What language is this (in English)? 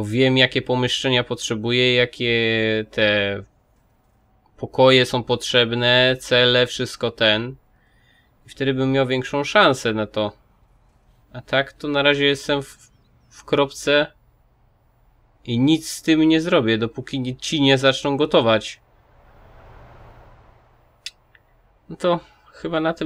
Polish